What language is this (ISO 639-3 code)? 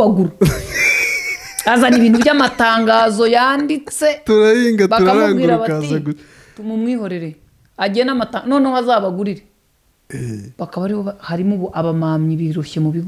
kin